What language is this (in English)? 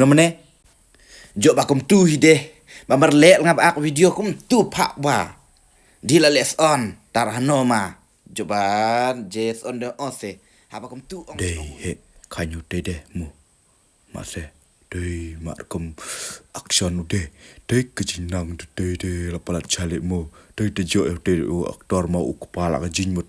Khasi